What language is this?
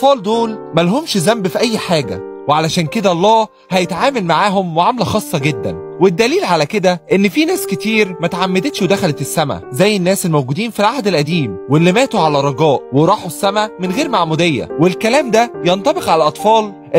Egyptian Arabic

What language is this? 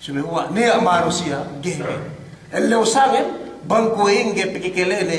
Yakan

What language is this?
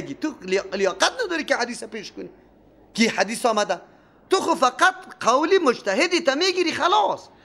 Persian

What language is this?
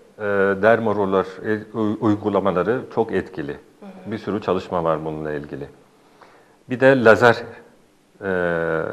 Turkish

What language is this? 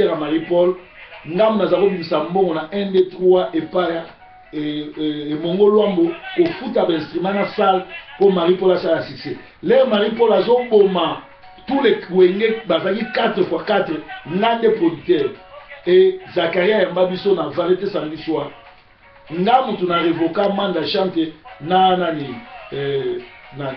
Lingala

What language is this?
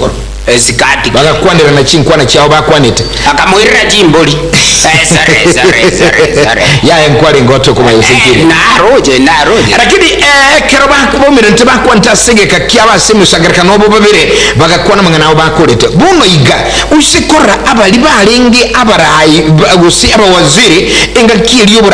Gusii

